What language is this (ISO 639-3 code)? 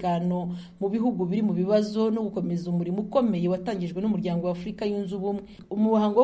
kin